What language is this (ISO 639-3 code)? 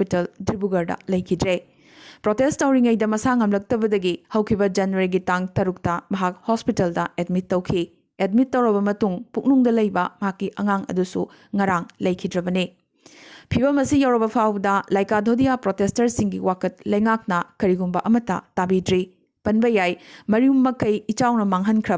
mni